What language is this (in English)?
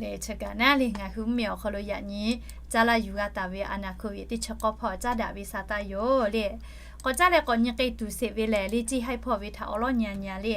Lahu